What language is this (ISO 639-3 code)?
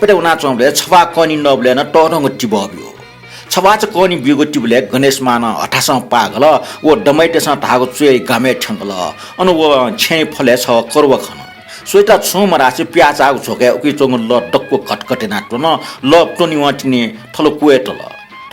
new